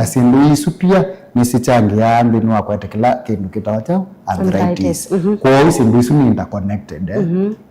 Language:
Kamba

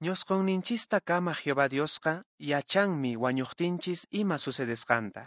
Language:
Quechua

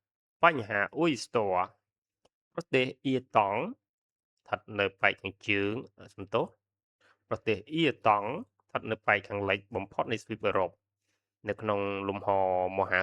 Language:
Khmer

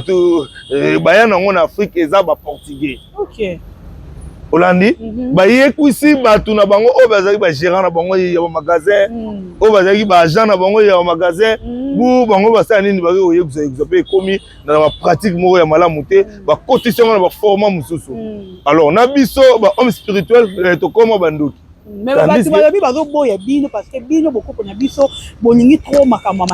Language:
Lingala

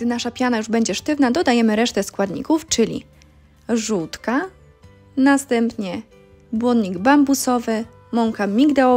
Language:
Polish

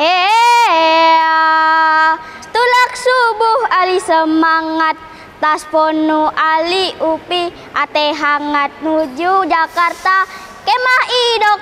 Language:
Banjar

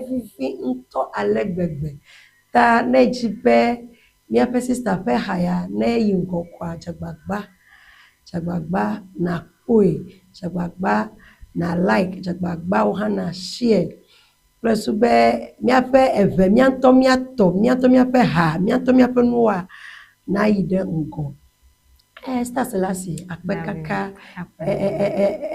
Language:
Ewe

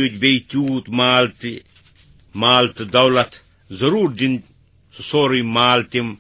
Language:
Kashmiri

